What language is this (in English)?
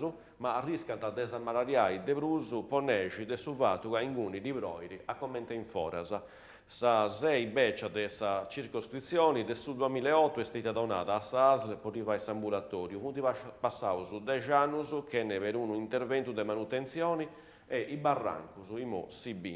Sardinian